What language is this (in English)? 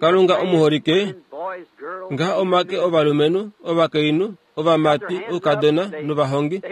Kuanyama